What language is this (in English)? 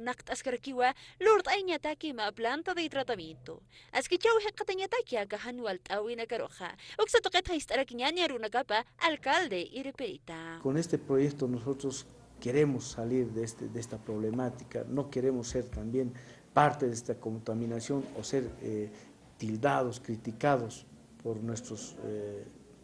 Aymara